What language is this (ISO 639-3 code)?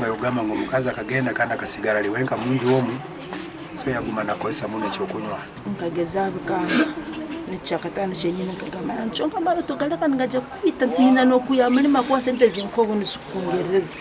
nyn